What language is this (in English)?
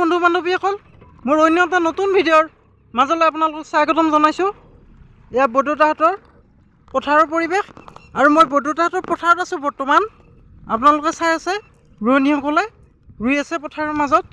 Assamese